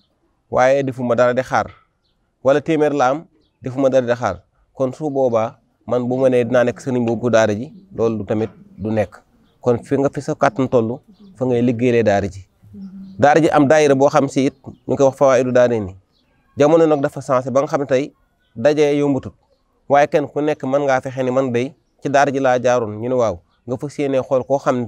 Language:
Wolof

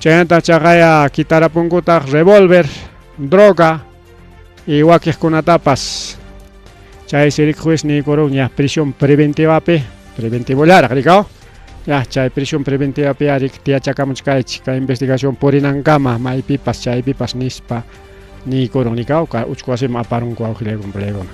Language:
Ayacucho Quechua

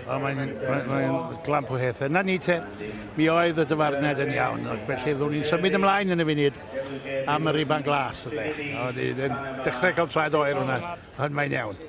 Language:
Welsh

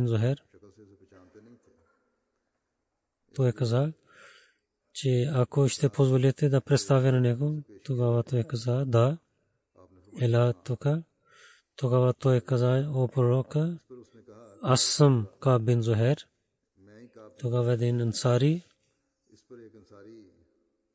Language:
Bulgarian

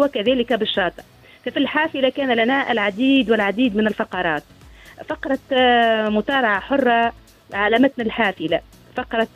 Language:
Tunisian Arabic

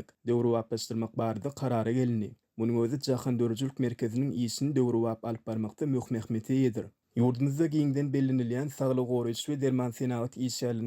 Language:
Turkmen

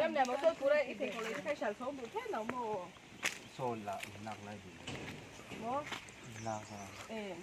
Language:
Mizo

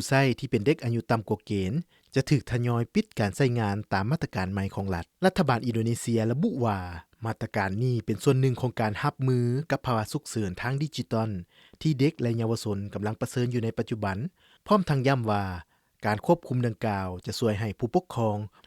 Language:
Lao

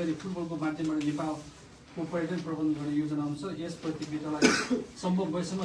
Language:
Nepali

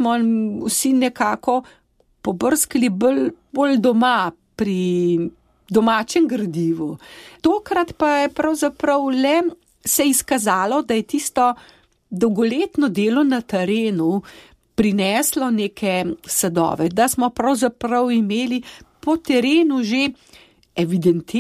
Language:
Slovenian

